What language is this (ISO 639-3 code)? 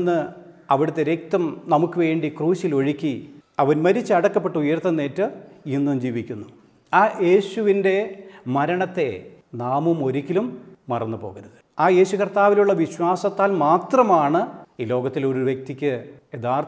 mal